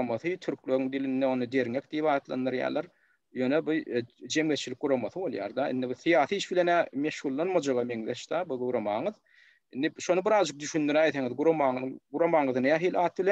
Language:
Turkmen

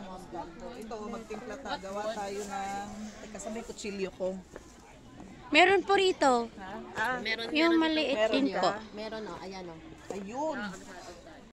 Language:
Filipino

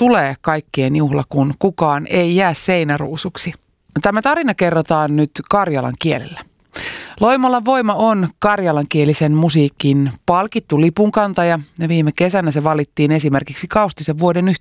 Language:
Finnish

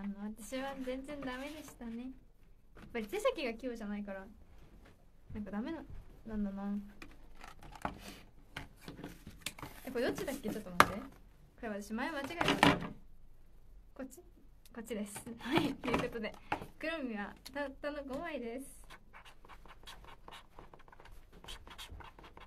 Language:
Japanese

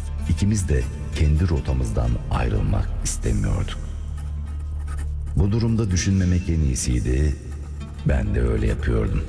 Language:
Turkish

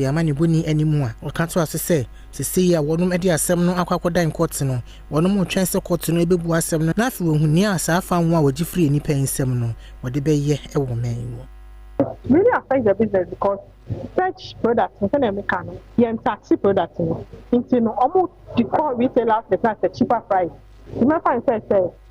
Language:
Akan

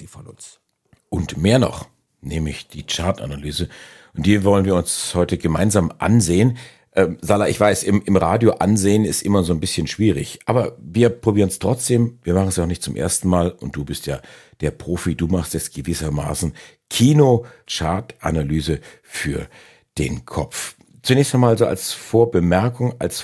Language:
German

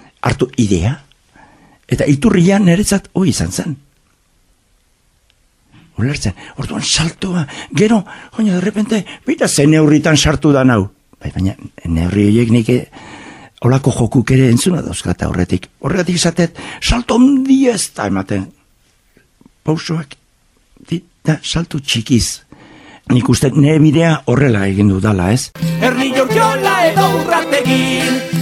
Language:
Basque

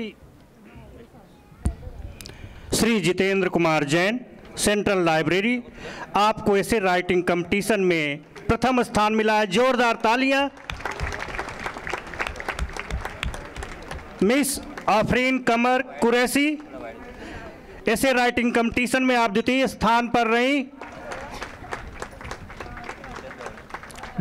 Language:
Hindi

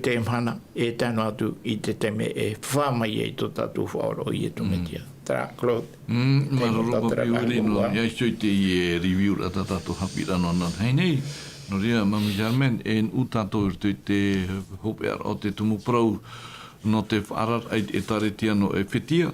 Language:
Tahitian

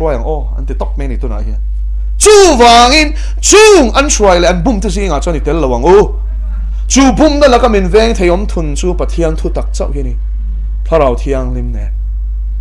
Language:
Mizo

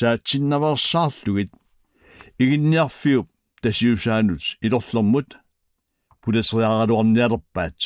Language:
Kalaallisut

